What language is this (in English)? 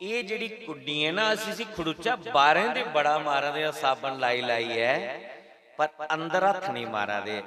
Dogri